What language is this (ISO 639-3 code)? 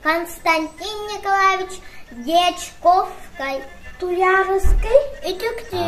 sah